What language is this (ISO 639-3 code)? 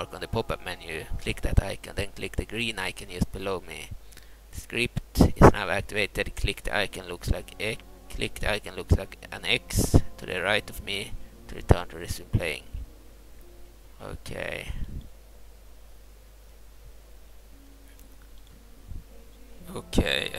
eng